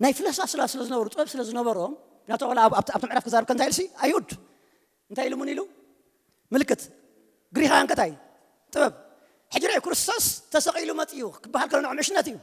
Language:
Tigrinya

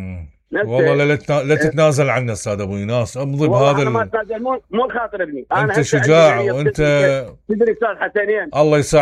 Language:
Mesopotamian Arabic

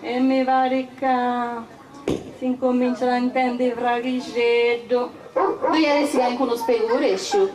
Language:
Sardinian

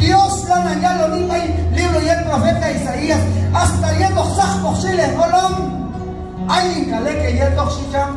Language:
Q'anjob'al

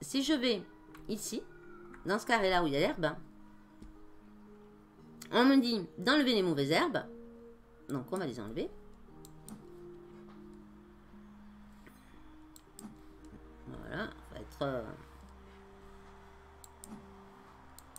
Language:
French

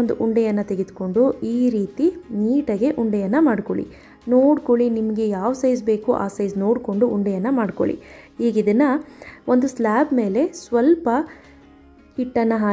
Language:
Kannada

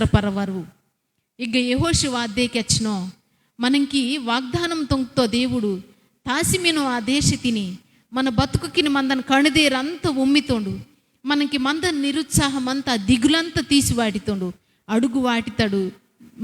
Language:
Koya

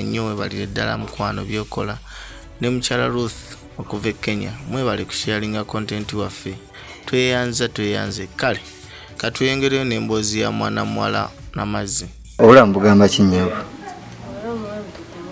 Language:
Ganda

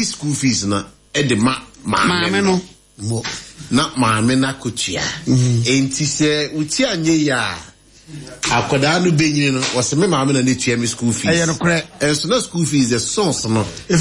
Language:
Akan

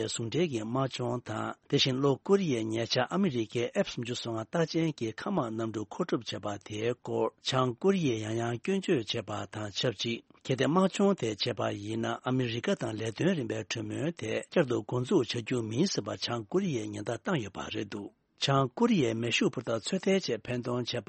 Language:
Tibetan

